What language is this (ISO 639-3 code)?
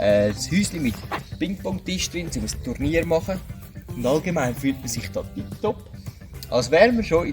gsw